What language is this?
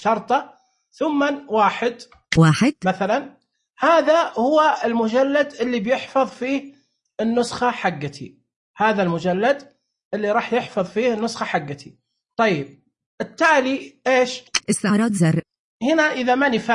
Najdi Arabic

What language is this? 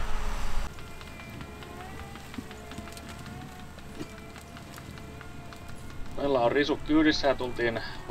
Finnish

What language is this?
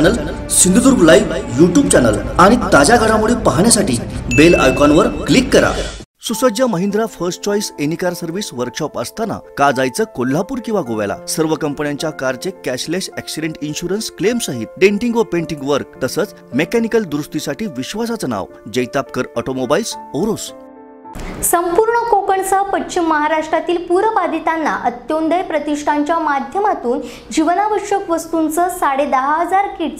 Marathi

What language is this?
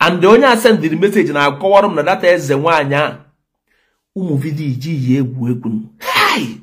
Igbo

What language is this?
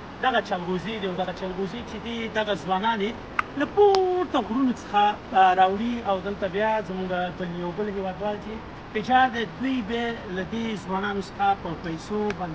Pashto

